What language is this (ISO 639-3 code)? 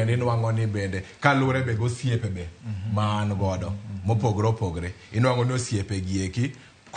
luo